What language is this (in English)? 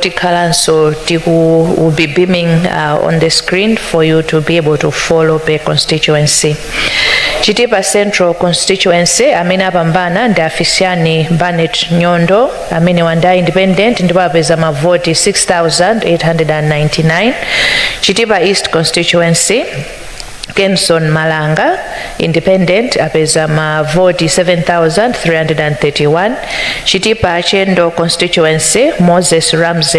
Nyanja